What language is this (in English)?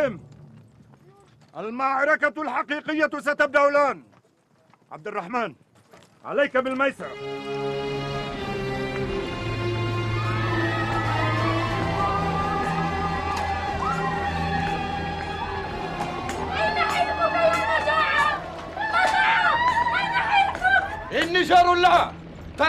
Arabic